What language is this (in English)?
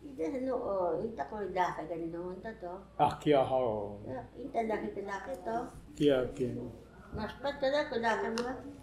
Taroko